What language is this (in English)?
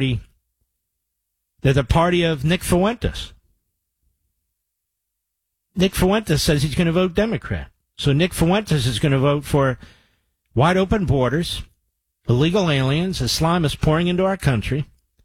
English